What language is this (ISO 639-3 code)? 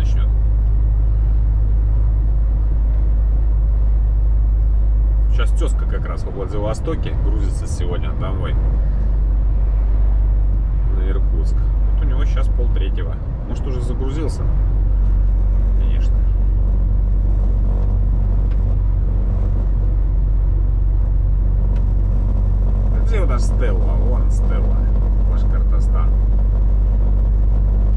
rus